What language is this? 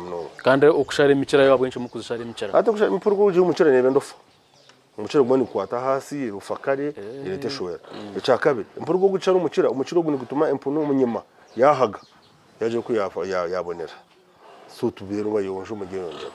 Nyankole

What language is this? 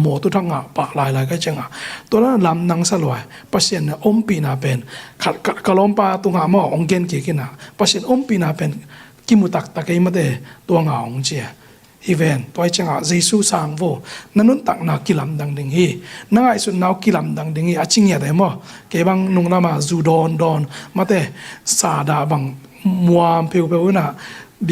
Tedim Chin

